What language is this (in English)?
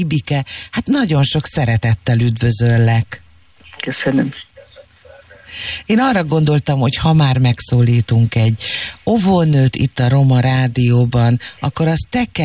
Hungarian